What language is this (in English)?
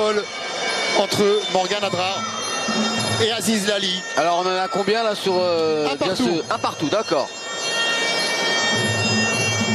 French